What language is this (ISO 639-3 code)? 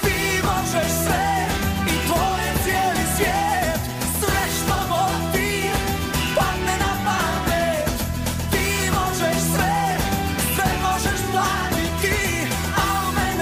srp